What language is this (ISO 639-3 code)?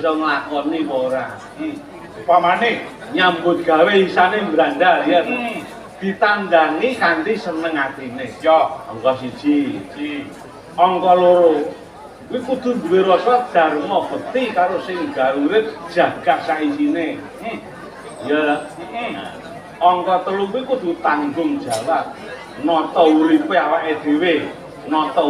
jav